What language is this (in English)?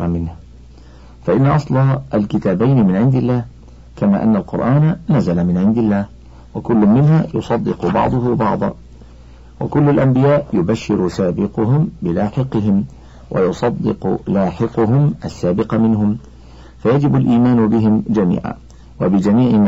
Arabic